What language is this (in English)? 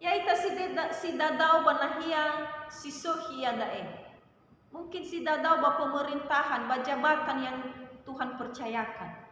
Nias